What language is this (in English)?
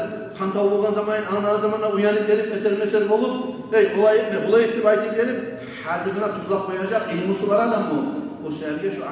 Kumyk